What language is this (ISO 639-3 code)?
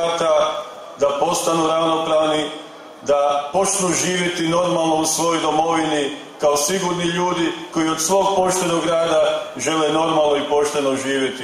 hrv